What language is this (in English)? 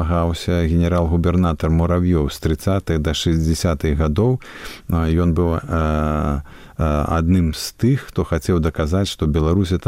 Belarusian